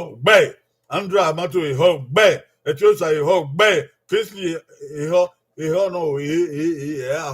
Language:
Bini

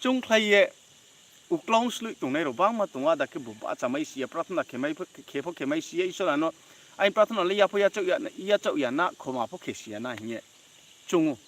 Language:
Riang (India)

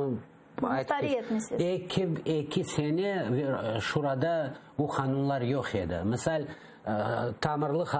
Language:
Crimean Tatar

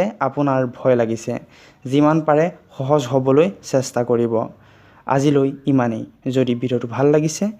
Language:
Assamese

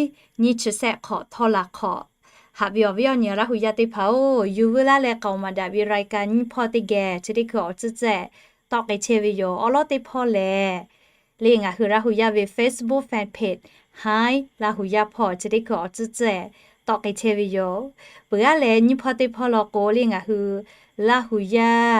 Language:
Lahu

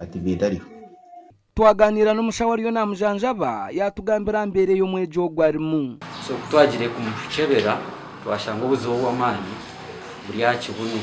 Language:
Nyankole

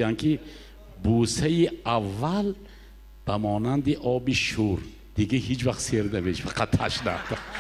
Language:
Persian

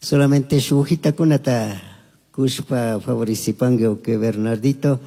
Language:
Chimborazo Highland Quichua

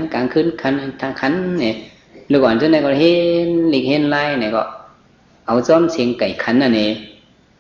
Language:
Shan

